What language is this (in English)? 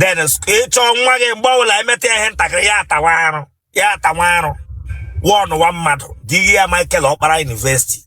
Igbo